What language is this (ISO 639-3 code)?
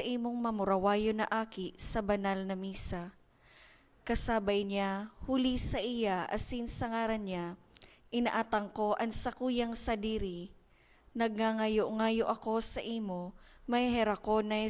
bik